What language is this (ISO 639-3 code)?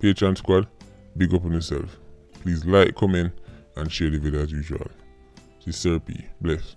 jam